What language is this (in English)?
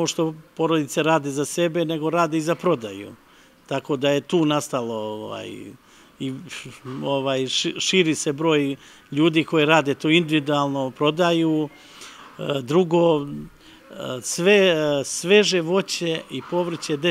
Serbian